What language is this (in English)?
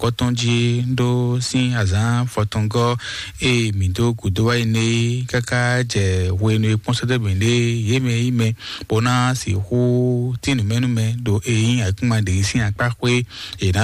Fon